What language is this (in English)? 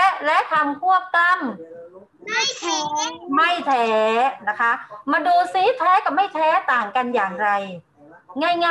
Thai